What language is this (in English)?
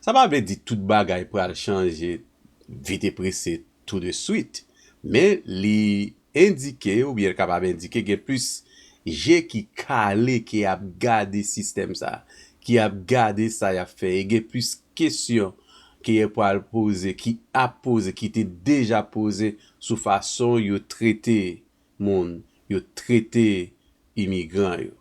Haitian Creole